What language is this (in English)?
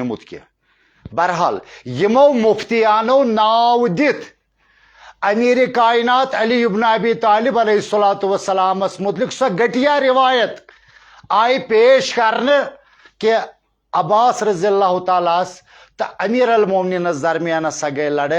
Kashmiri